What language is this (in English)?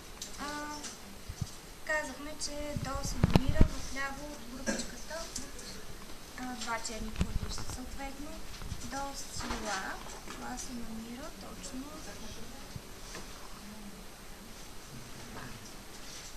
Bulgarian